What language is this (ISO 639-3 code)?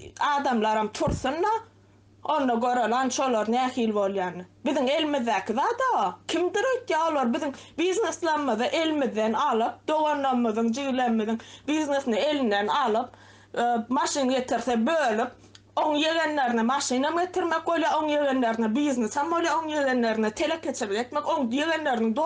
tuk